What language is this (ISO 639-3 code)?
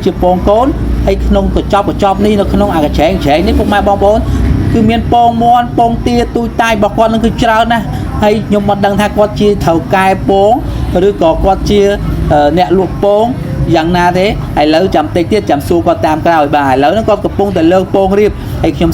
khm